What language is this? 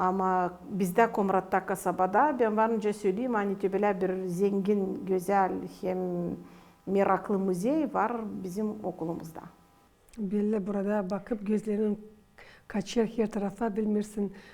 Gagauz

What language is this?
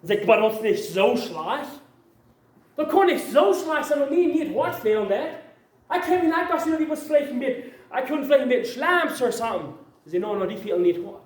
Plautdietsch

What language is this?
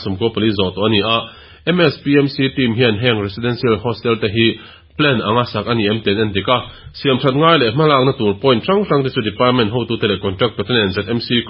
Mizo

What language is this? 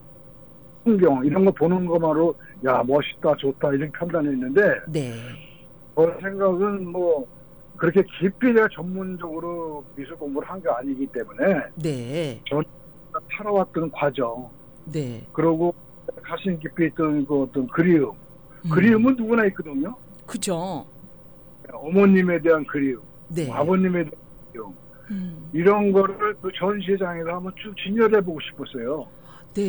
Korean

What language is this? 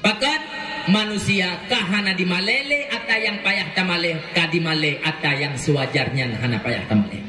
Achinese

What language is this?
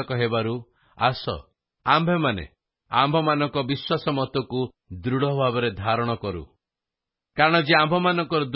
Odia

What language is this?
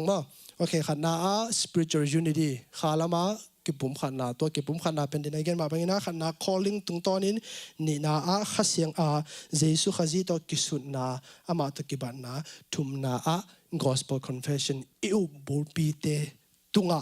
Tedim Chin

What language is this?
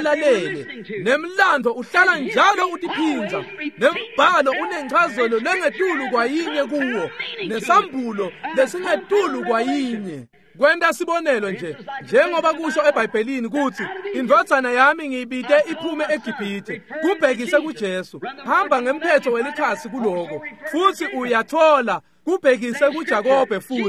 Swati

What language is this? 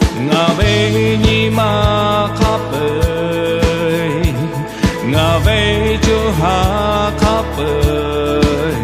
Lahu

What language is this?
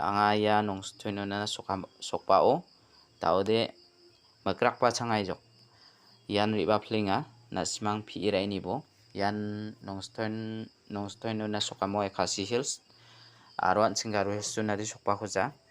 Garo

